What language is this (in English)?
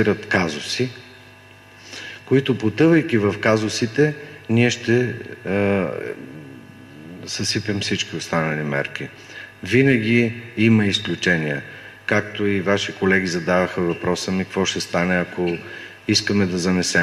Bulgarian